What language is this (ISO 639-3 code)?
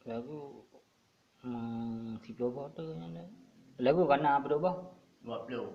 ace